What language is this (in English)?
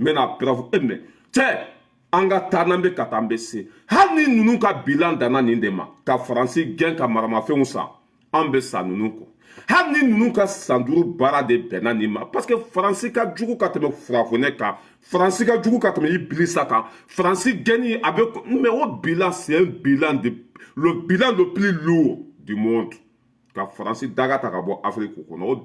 Bambara